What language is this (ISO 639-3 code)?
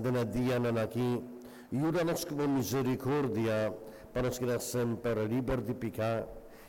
pap